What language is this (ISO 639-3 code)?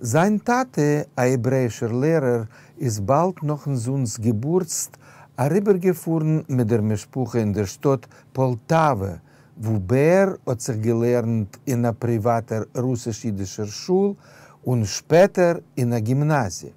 yid